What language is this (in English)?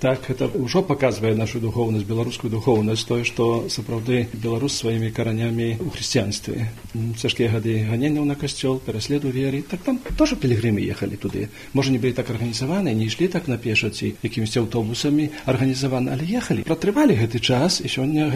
Belarusian